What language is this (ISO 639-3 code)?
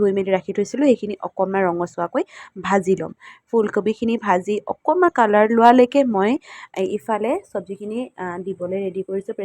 asm